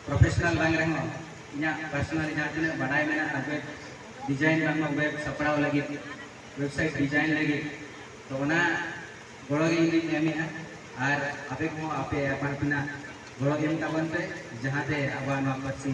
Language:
Santali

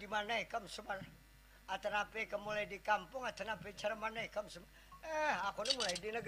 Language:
Banjar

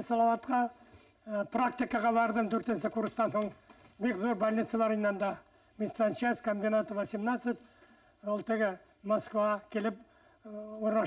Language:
Bashkir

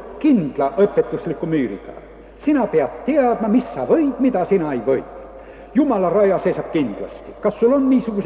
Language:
Estonian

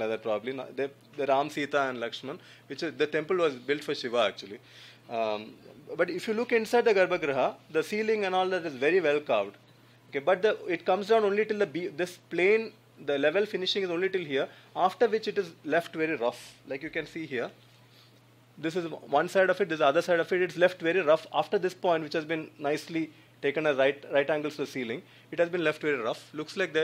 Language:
English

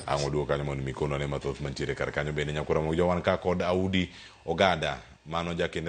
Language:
Luo (Kenya and Tanzania)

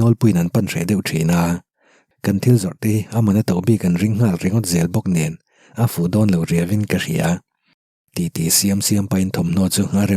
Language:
Mizo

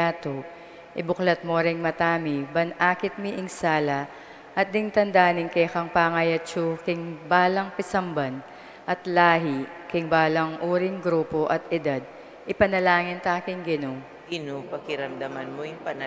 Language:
Pampanga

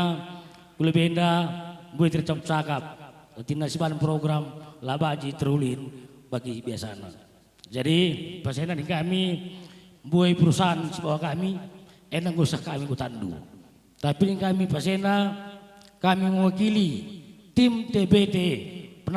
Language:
Batak Karo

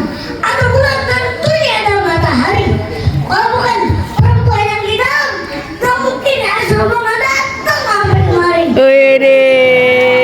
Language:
Betawi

